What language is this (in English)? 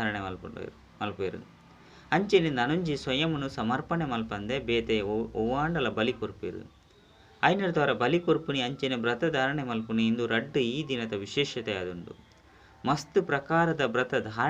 Tulu